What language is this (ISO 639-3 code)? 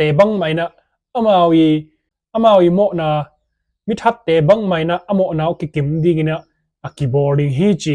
ctd